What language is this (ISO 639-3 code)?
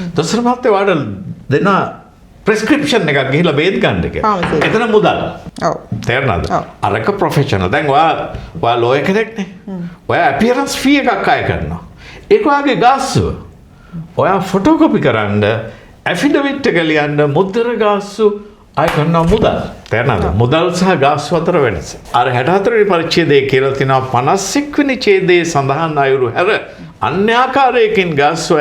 sin